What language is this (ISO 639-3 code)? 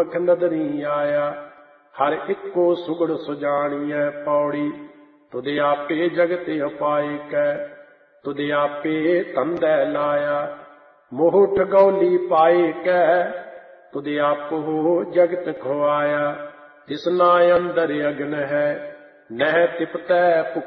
pan